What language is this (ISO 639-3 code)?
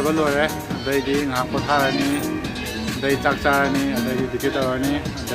mni